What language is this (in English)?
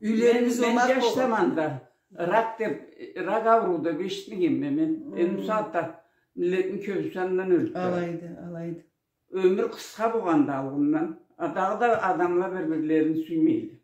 Karachay-Balkar